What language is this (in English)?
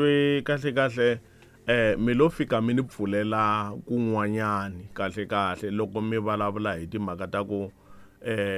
Tsonga